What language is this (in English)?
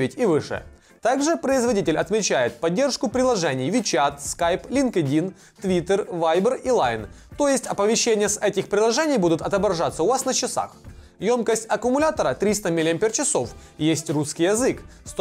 Russian